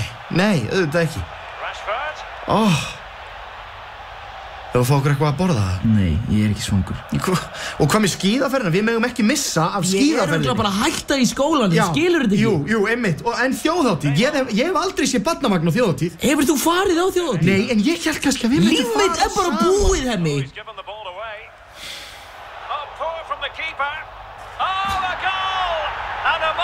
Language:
Icelandic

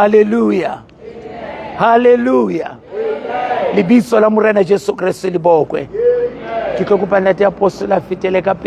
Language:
Southern Sotho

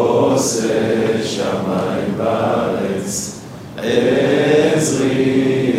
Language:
Hebrew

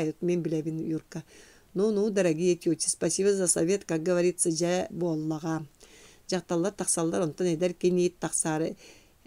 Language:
Yakut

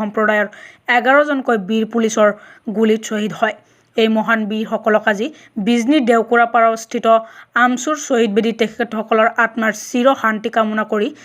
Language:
Assamese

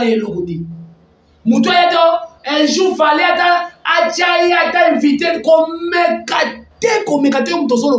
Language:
Lingala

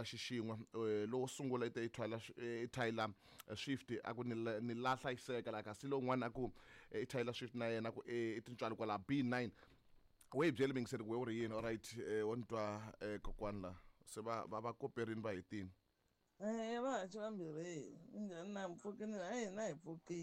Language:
Tsonga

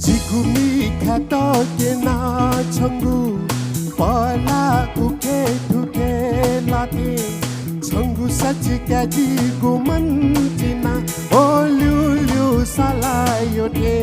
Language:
Newari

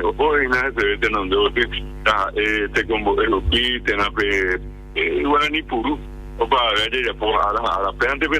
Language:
Guarani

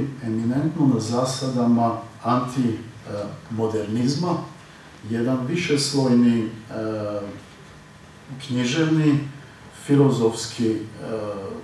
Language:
Croatian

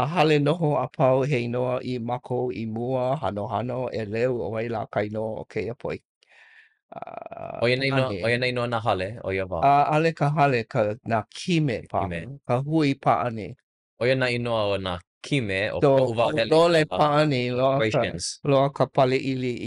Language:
Hawaiian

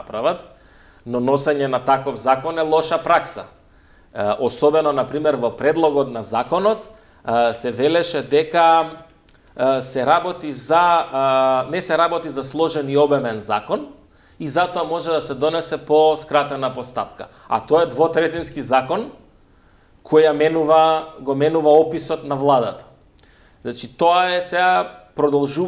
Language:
Macedonian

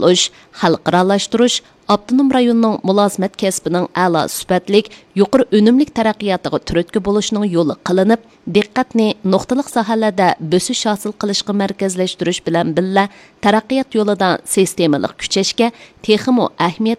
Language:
Uyghur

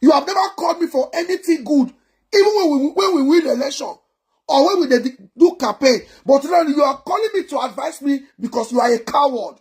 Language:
Nigerian Pidgin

